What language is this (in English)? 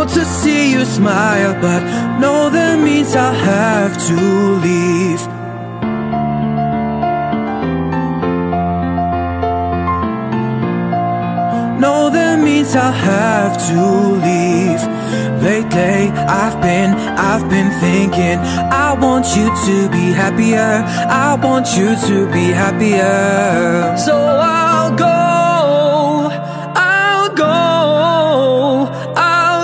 English